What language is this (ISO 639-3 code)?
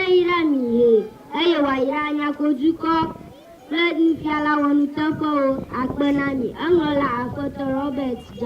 ewe